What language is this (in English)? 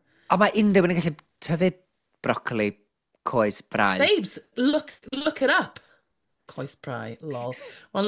Welsh